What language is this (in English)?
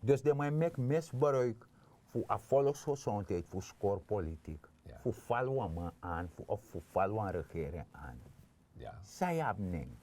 Sranan Tongo